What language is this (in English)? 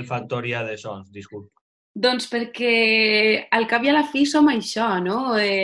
Catalan